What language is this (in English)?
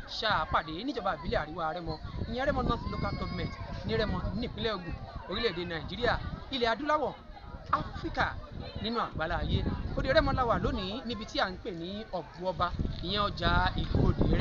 Yoruba